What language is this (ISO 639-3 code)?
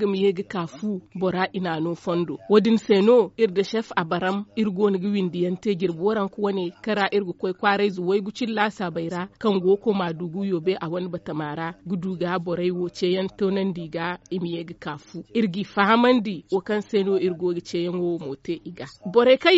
dje